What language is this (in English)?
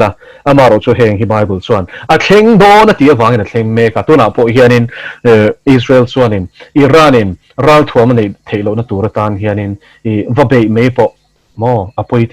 Mizo